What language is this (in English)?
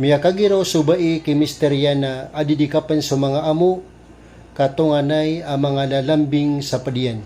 Maranao